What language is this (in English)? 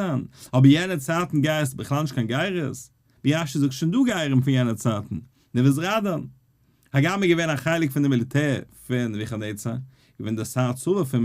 Yiddish